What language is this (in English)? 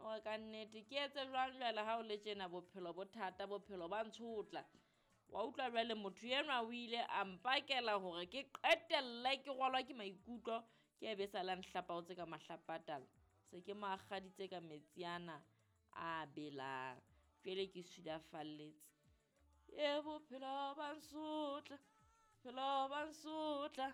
Southern Sotho